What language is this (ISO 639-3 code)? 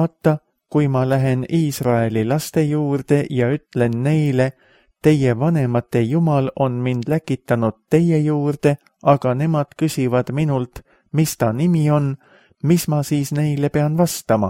est